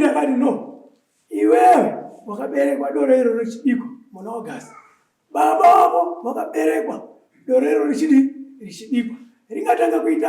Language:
Shona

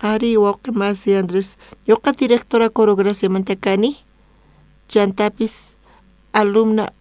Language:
South Bolivian Quechua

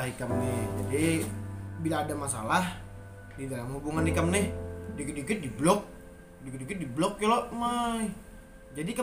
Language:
Banjar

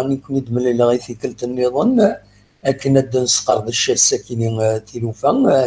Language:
Kabyle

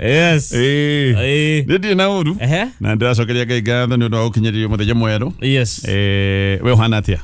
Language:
Kikuyu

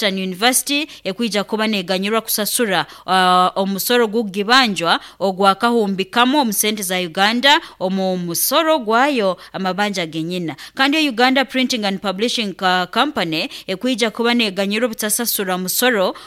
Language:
Nyoro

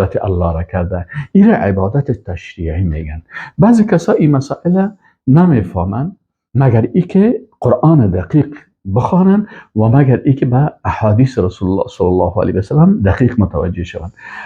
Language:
Persian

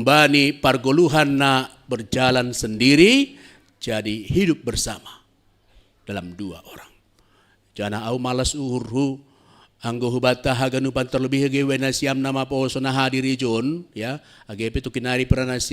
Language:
Batak Simalungun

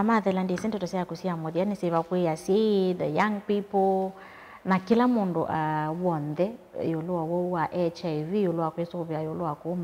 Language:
Kamba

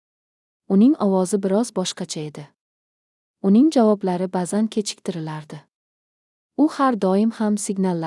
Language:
Uzbek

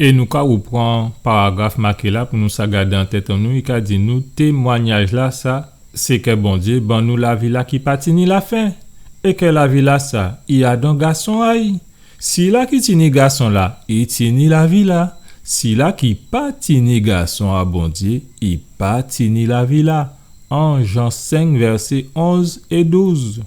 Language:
Guadeloupean Creole French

